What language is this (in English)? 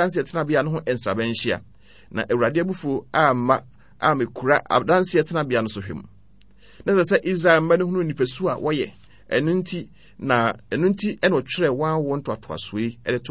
Akan